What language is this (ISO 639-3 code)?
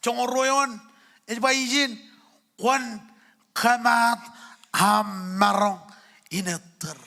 mah